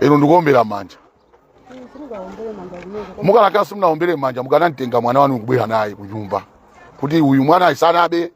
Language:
Nyanja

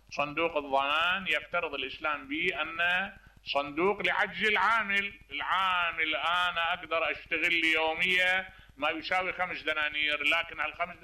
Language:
Mesopotamian Arabic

